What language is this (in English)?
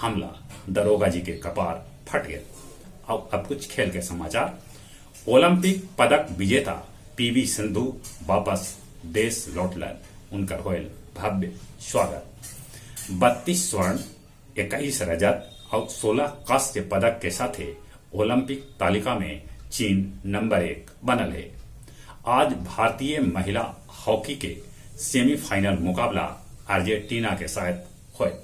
Magahi